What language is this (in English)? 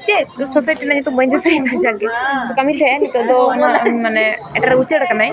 Santali